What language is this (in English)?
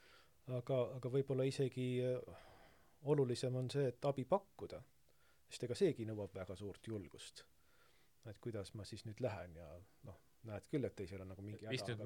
Estonian